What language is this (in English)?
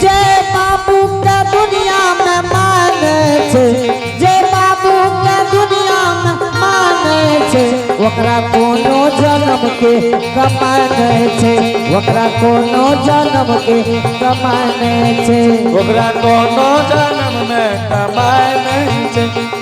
Angika